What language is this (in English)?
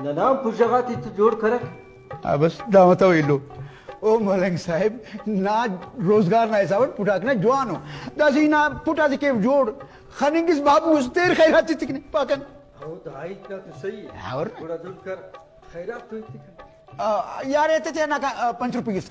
Brahui